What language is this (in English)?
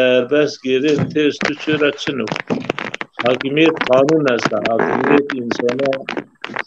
Zaza